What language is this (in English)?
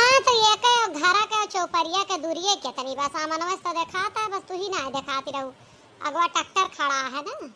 Awadhi